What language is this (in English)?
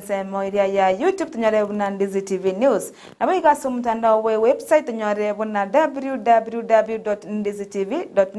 Gusii